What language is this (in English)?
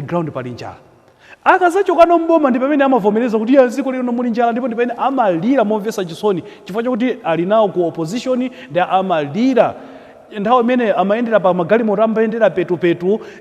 Nyanja